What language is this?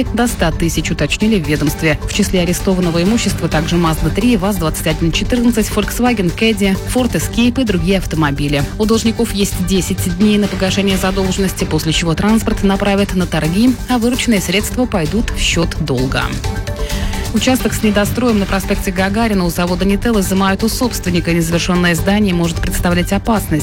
Russian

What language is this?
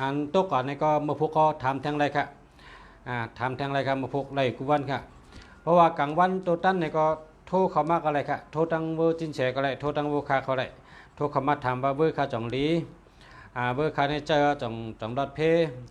Shan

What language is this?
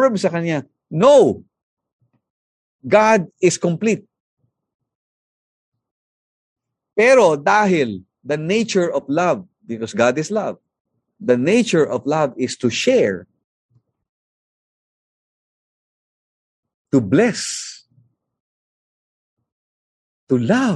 Filipino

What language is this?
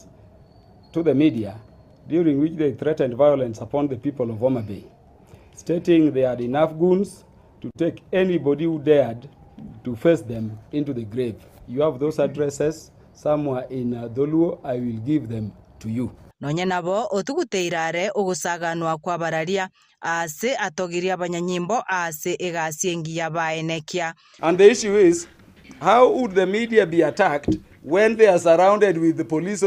Gusii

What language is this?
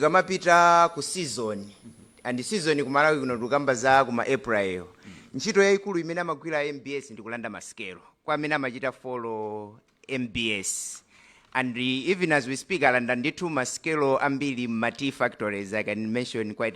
Nyanja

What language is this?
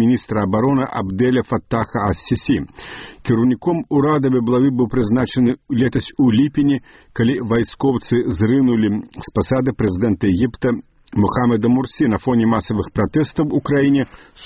Belarusian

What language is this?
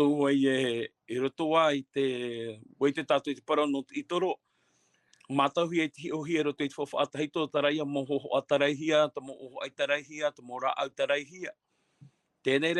Tahitian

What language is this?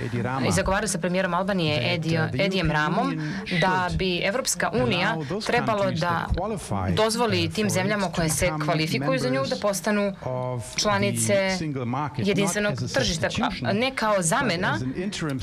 Serbian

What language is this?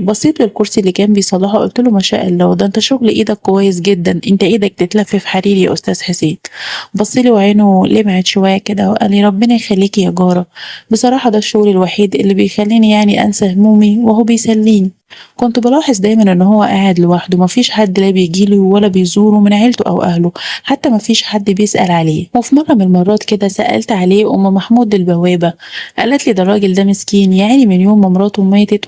Egyptian Arabic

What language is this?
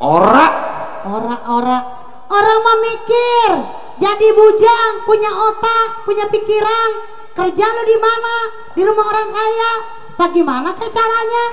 Betawi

